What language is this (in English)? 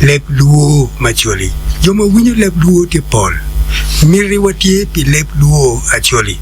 Acoli